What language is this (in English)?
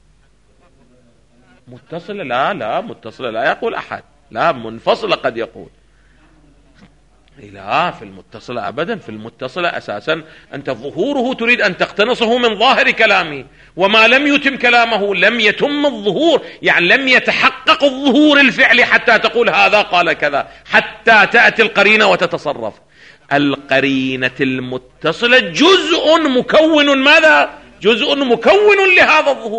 Arabic